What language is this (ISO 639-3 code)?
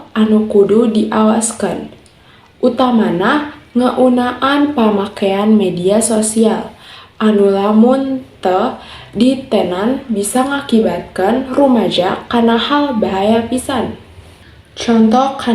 sun